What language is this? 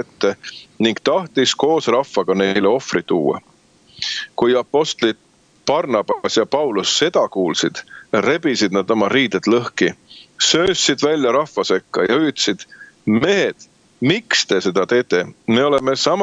Estonian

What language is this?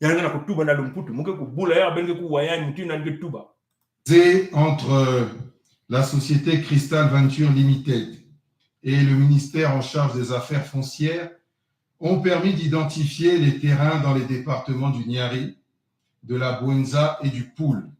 Kituba (Congo)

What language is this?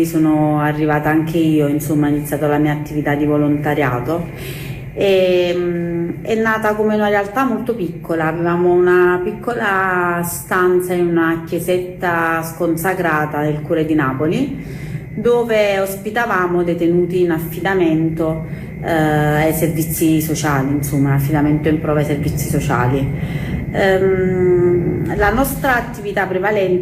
Italian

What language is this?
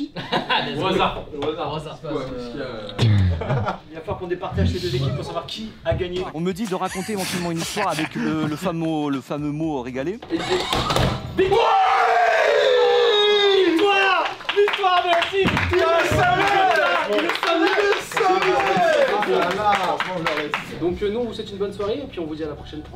French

